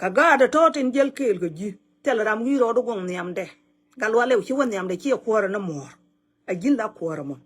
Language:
Nuer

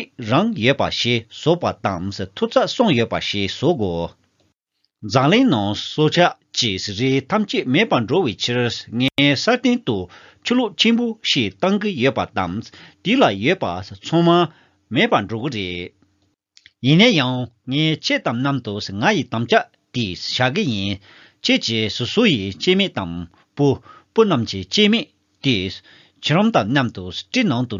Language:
Tibetan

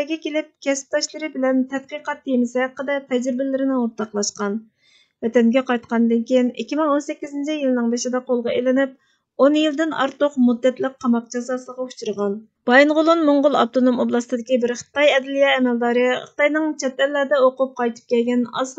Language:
Uyghur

